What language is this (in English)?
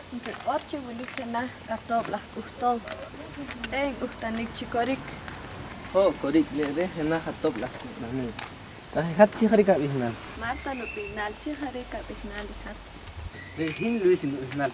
Poqomchi'